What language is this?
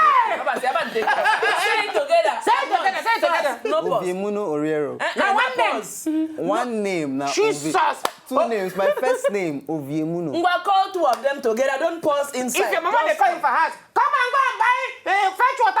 Nigerian Pidgin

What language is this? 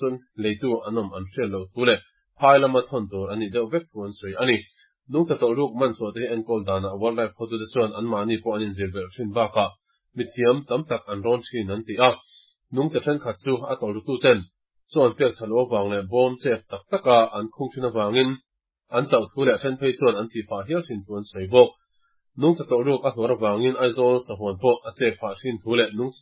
Mizo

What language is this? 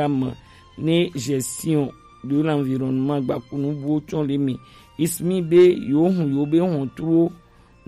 Gen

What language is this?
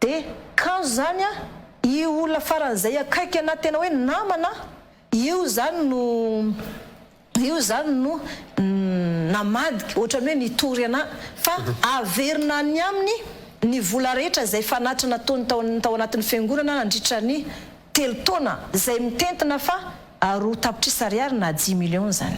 Malagasy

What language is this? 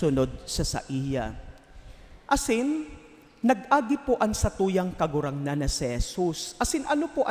Bikol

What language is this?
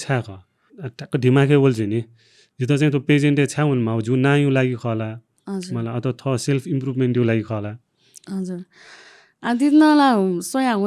Newari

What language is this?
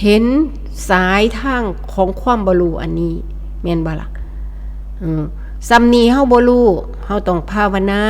Northeastern Thai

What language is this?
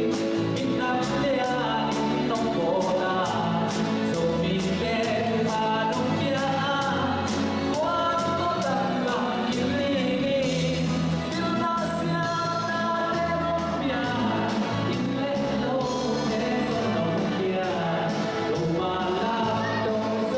Tedim Chin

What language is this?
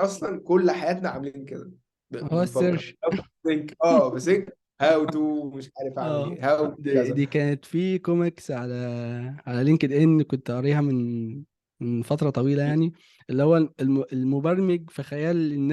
Egyptian Arabic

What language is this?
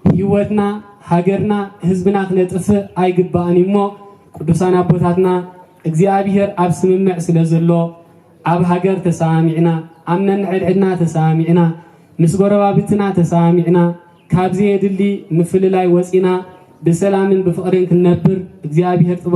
Tigrinya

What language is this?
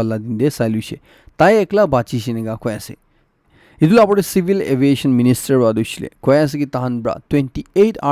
Naga Pidgin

